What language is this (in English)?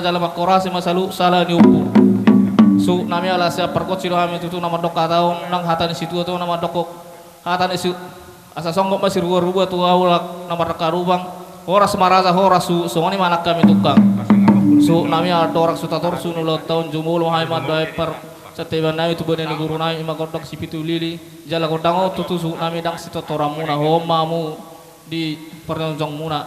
Batak Toba